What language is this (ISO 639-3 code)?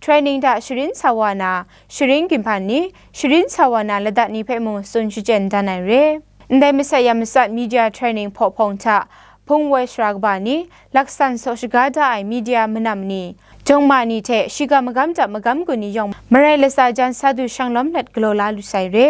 kac